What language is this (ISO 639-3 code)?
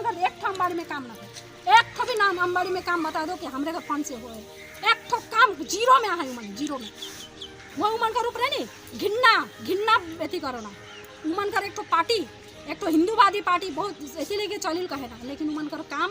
sck